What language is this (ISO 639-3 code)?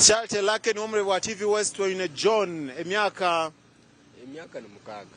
nyn